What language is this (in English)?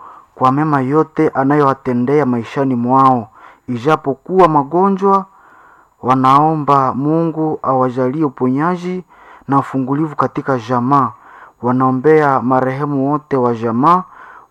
Swahili